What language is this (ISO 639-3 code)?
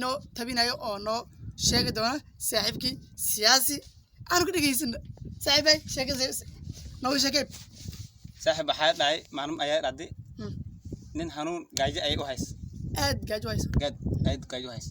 som